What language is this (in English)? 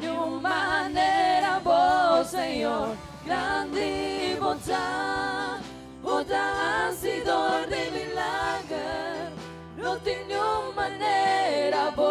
Papiamento